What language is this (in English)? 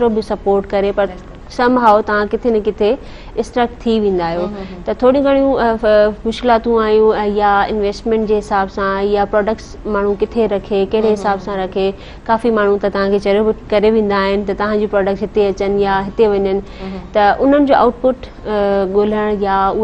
Sindhi